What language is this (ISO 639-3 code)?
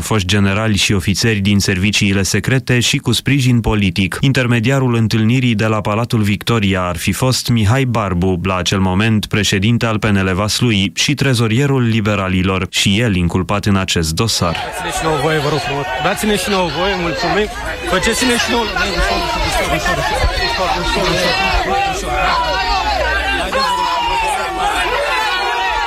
ron